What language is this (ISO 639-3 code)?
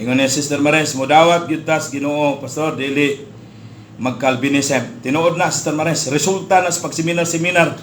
ceb